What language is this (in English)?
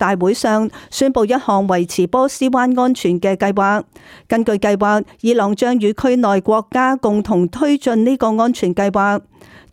Cantonese